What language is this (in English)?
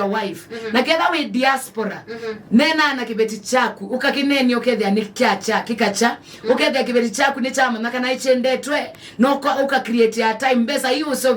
Kamba